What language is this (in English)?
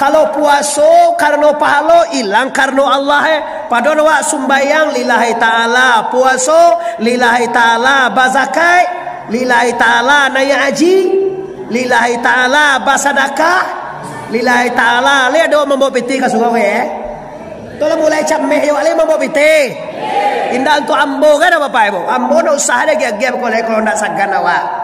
Minangkabau